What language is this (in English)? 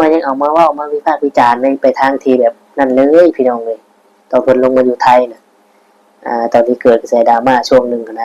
Northeastern Thai